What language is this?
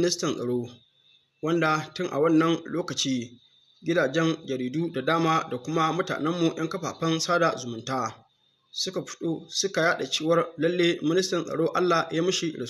Hausa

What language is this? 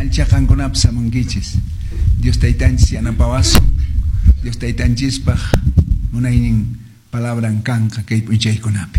Quechua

